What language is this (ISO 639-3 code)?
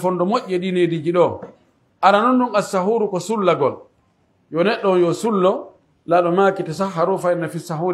fuf